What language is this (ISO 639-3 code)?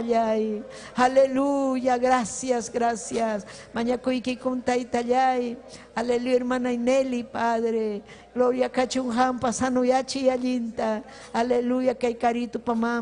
quy